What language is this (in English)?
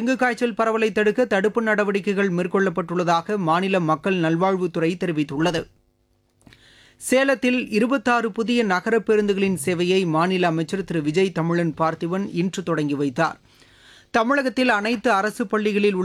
Tamil